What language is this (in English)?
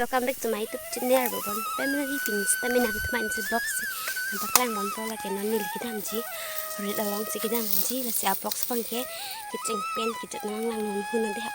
Karbi